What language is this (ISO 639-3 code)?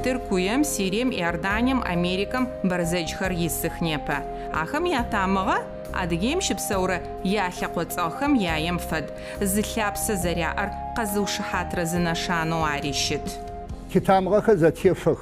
ady